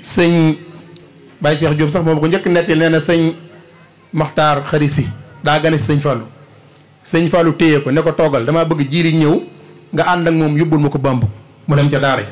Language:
Wolof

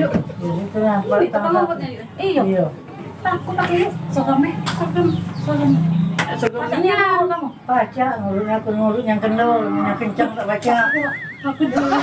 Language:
Musi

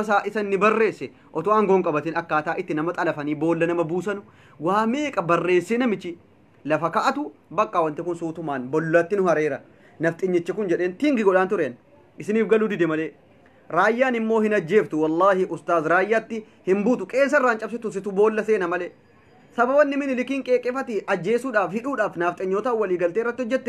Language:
Oromo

